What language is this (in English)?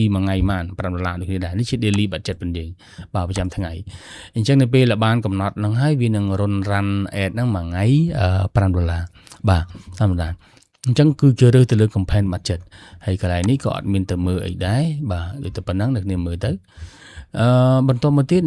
Khmer